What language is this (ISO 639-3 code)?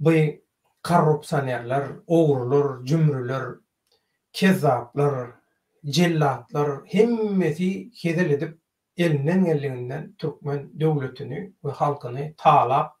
tuk